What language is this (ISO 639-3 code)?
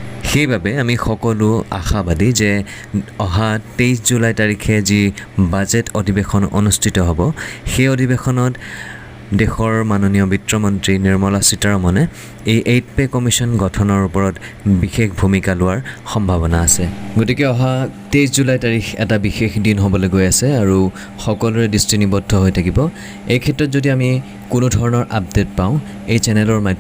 asm